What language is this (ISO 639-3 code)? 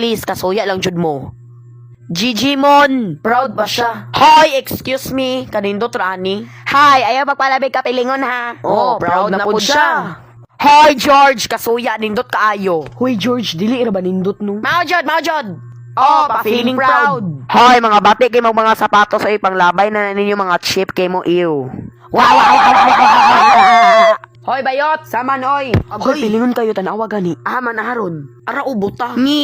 ceb